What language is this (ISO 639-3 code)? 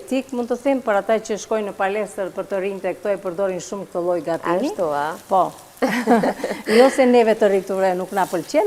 sqi